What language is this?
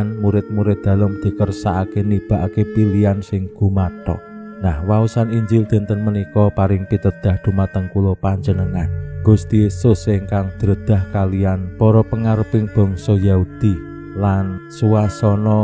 Javanese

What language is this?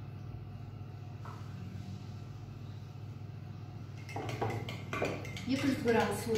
Kazakh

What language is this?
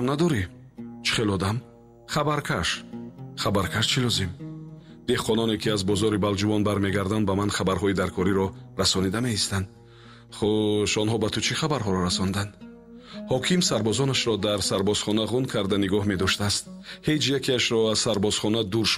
Tajik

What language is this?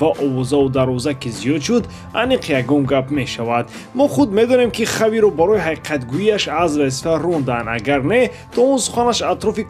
Tajik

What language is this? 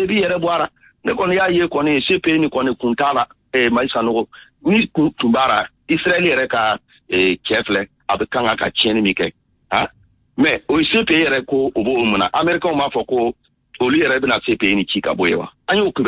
Bambara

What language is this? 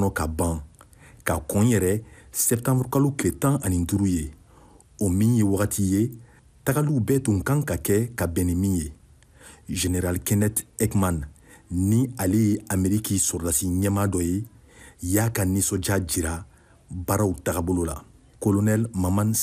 Bambara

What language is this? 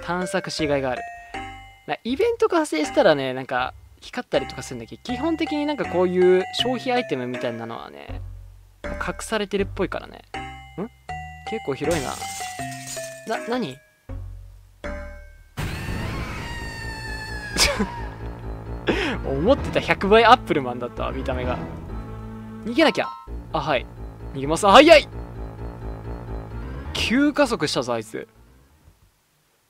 Japanese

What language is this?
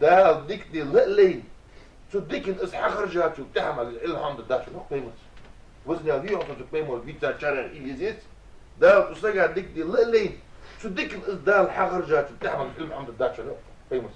Ingush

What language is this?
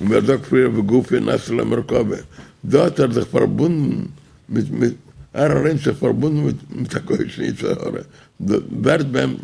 Yiddish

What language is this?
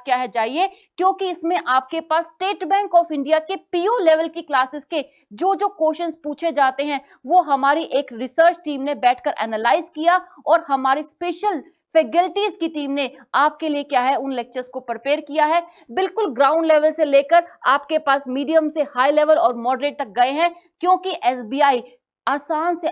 Hindi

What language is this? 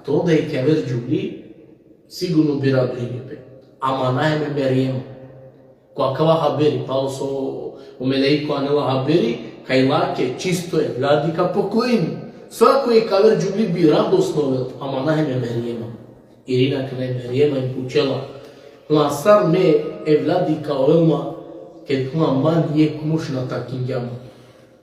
Balkan Romani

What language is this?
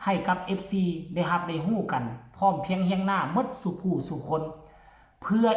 Lao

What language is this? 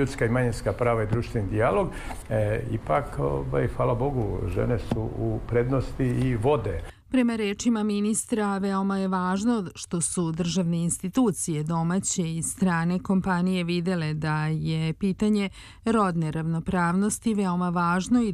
Serbian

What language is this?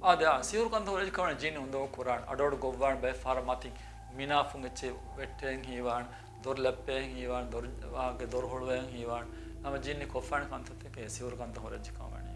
Divehi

